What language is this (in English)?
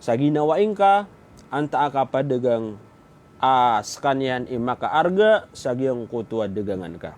Maranao